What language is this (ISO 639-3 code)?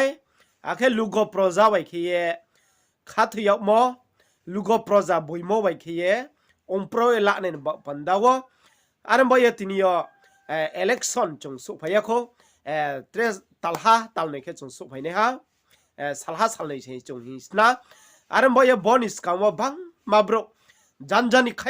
ria